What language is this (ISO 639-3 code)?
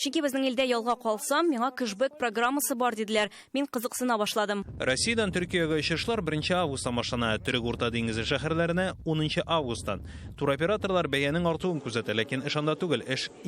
tat